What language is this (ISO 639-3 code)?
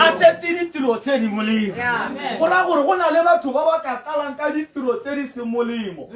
tsn